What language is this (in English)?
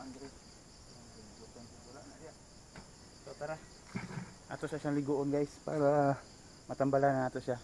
Cebuano